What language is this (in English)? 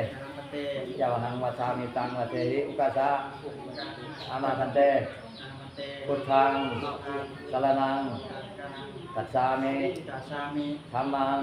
Pali